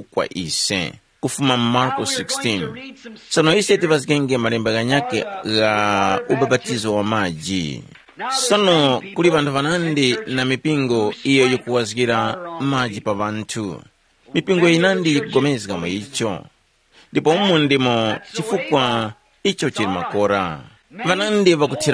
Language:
Tumbuka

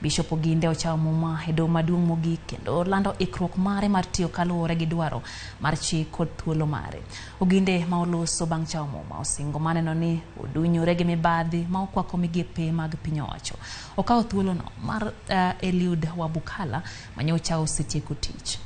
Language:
Luo (Kenya and Tanzania)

